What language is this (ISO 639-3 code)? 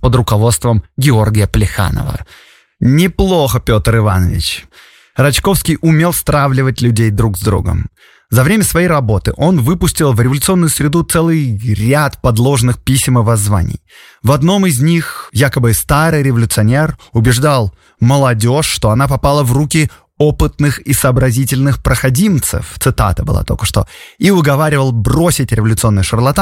rus